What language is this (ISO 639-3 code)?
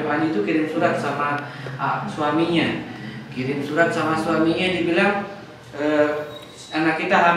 ind